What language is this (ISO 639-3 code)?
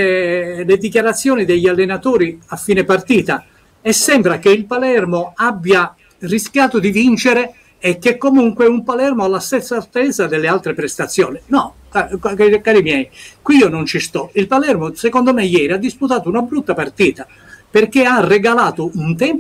ita